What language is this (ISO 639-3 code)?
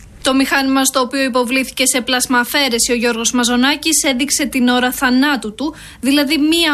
ell